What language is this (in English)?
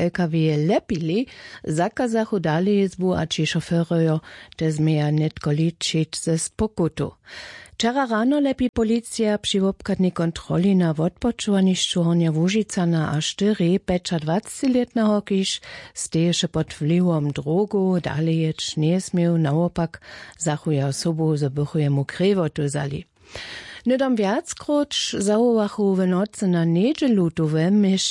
Upper Sorbian